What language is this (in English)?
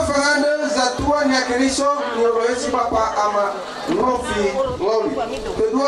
Nias